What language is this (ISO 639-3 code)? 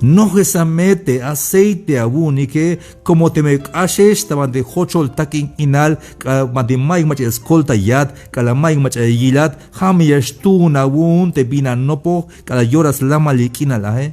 tzh